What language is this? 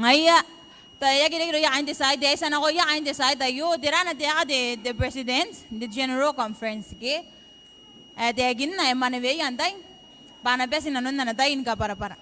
Gilbertese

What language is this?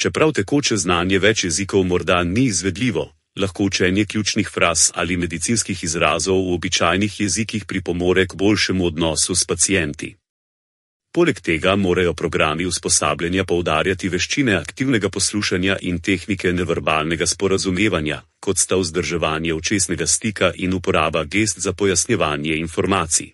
Slovenian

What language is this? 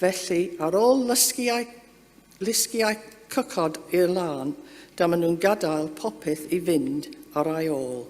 Welsh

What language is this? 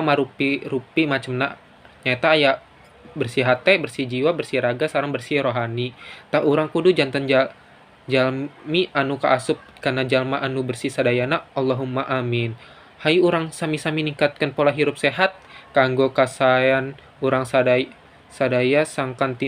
Sundanese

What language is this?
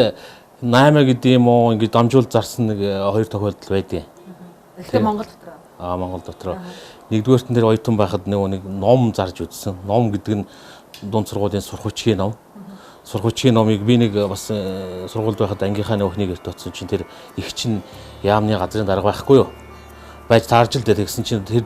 Mongolian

